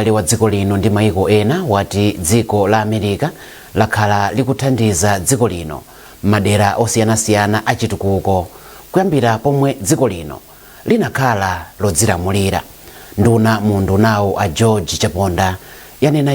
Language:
Nyanja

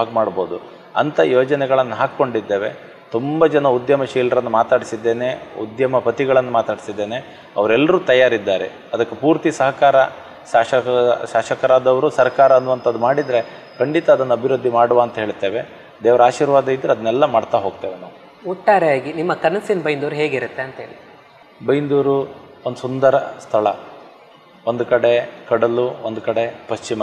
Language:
Kannada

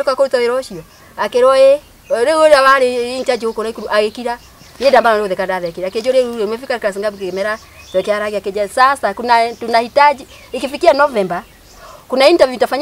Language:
Kikuyu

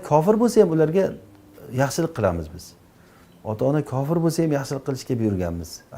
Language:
Uzbek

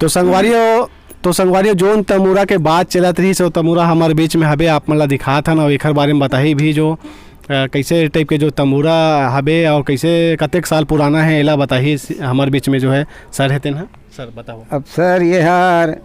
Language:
Chhattisgarhi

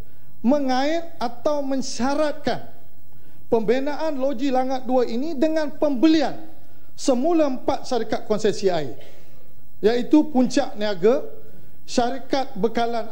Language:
Malay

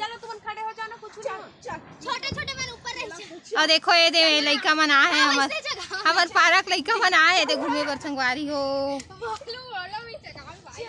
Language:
Chhattisgarhi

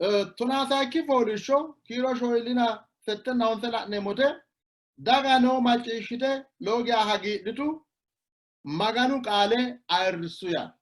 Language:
Sidamo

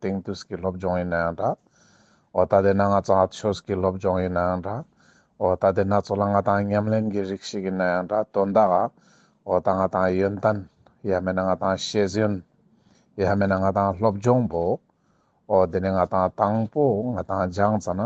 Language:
Ladakhi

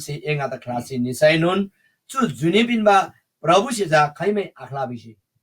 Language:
Eastern Tamang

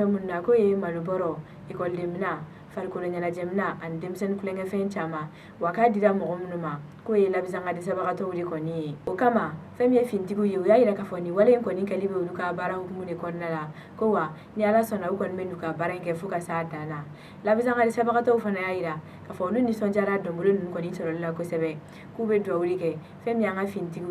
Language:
Bambara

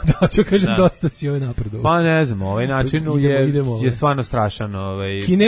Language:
Serbian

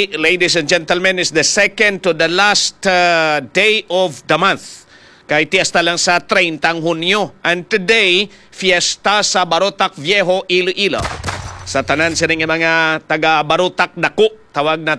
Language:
Hiligaynon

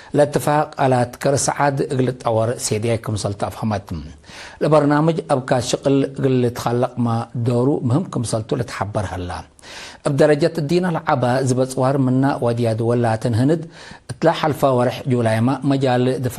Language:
Tigre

